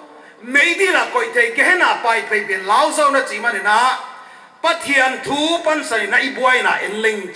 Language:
Paite Chin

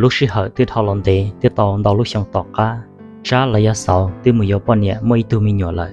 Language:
Hmong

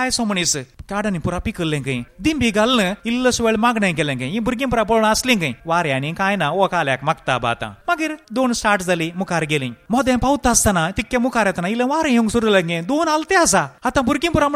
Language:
Konkani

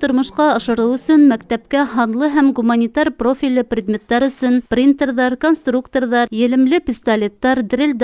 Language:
Bashkir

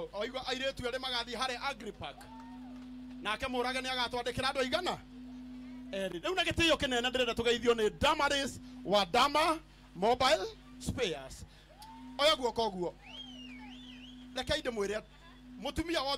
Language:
Kikuyu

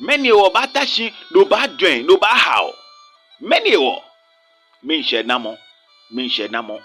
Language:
Ga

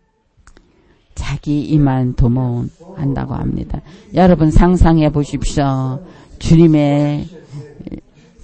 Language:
Korean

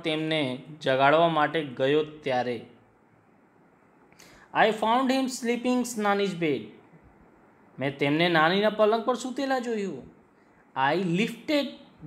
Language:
Gujarati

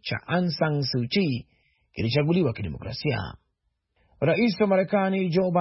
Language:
Swahili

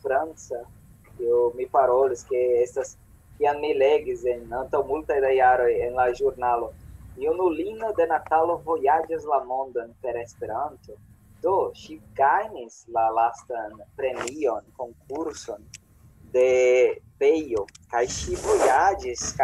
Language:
Esperanto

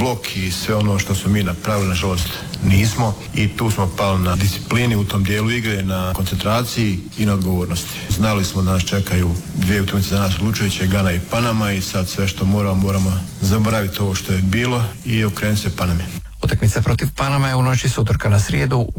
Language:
Croatian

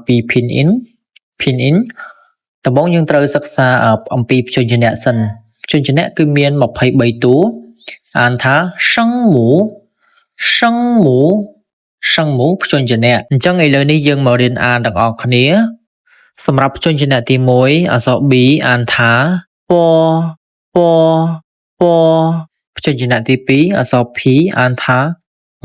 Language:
Khmer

